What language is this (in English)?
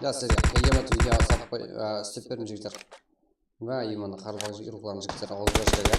Kara-Kalpak